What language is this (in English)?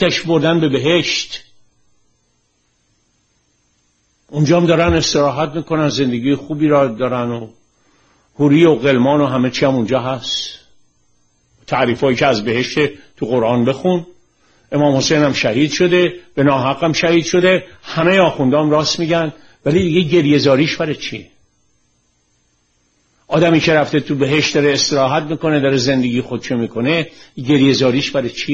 Persian